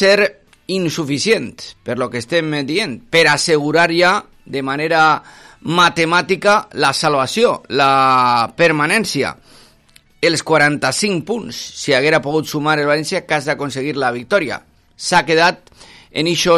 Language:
Catalan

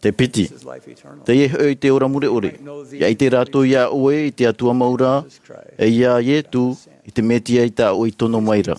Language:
Tahitian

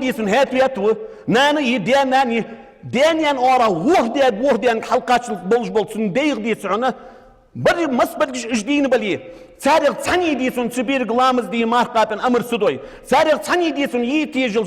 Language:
Ingush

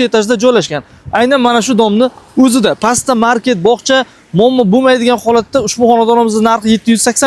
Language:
Uzbek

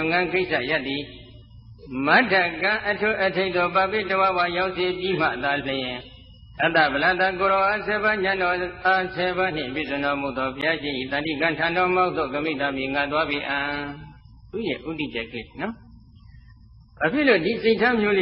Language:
Burmese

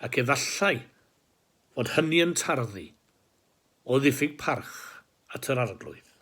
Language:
Welsh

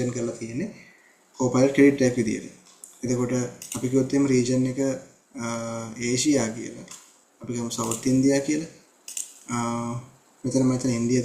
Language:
Sinhala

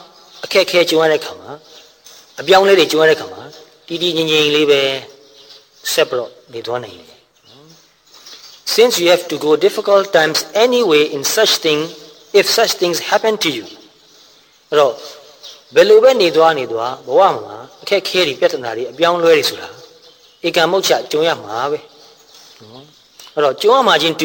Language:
Burmese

